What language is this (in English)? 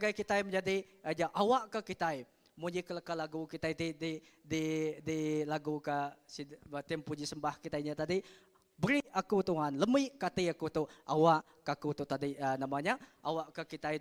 Iban